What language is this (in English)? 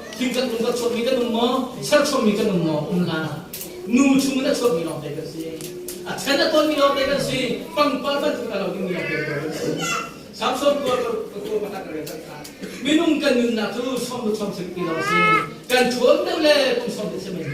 Hakha Chin